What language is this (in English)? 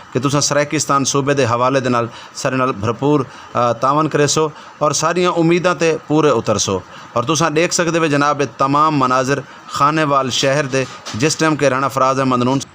Saraiki